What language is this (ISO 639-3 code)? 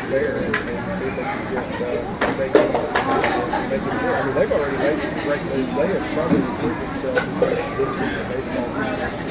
eng